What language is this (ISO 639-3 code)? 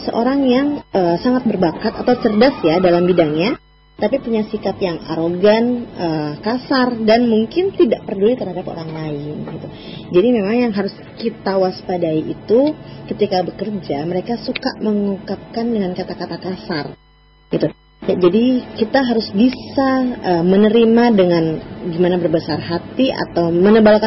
ind